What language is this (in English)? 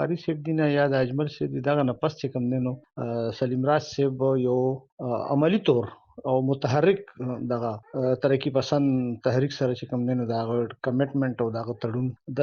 Pashto